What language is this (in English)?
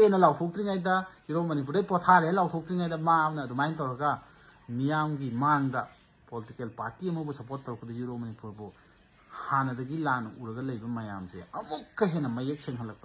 Manipuri